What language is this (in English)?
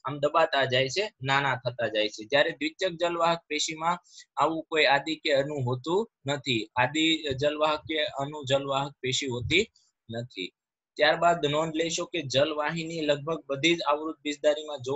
Gujarati